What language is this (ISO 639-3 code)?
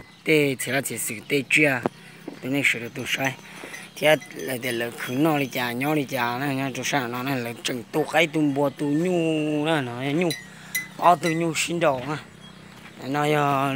hmn